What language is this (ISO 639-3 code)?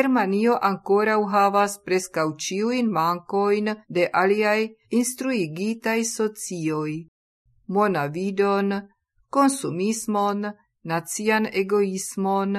epo